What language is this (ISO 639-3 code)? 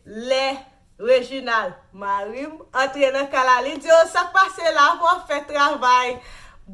hat